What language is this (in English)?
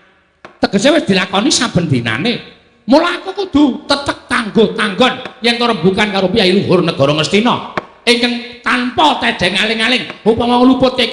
Javanese